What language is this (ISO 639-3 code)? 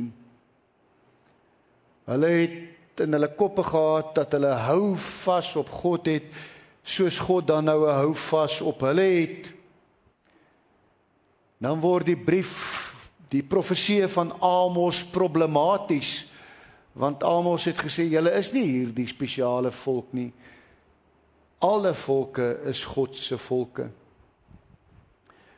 afr